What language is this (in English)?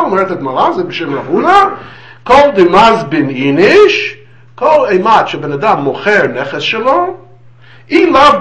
Hebrew